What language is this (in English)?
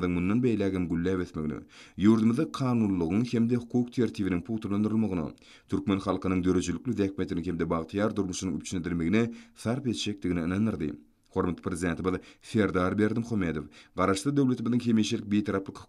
Turkmen